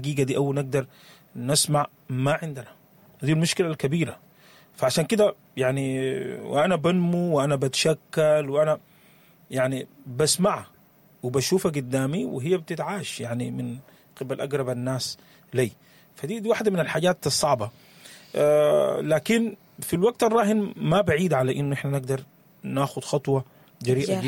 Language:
Sudanese Arabic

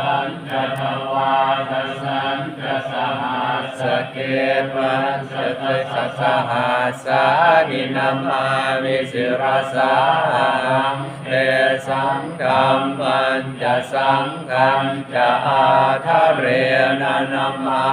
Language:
Pali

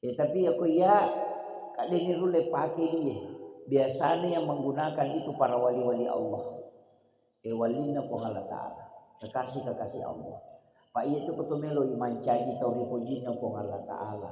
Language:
Buginese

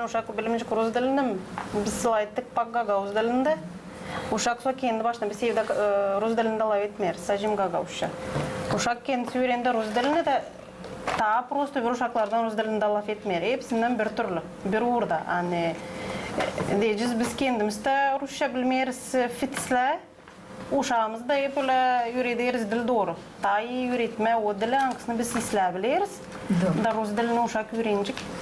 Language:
Gagauz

